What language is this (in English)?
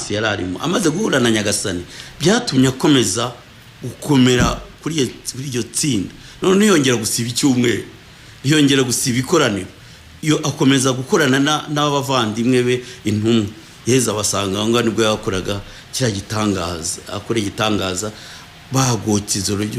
Kinyarwanda